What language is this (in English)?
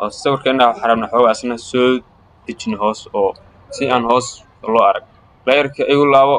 Somali